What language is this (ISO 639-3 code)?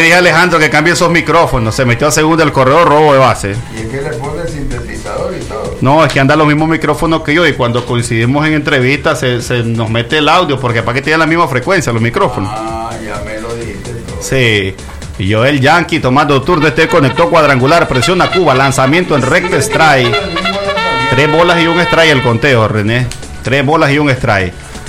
spa